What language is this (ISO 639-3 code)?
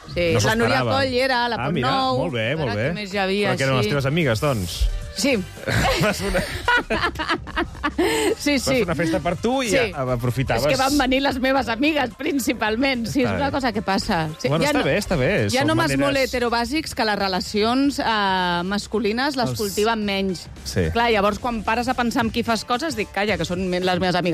cat